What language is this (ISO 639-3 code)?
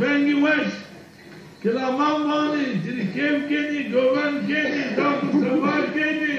zza